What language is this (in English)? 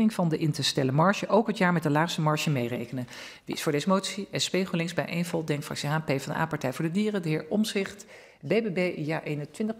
Dutch